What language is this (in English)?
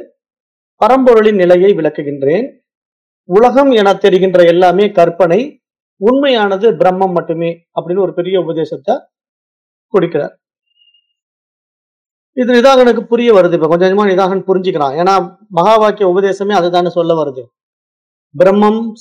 Tamil